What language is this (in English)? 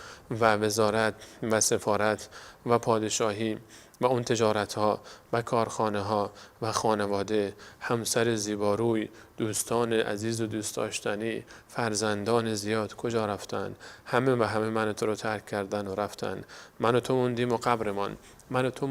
Persian